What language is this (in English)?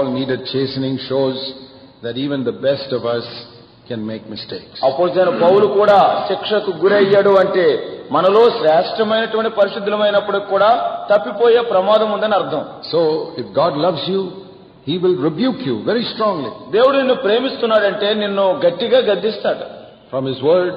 Telugu